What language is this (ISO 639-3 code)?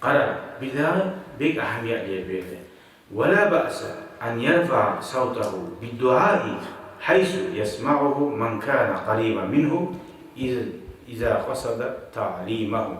kum